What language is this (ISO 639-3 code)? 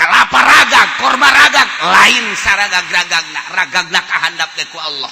sun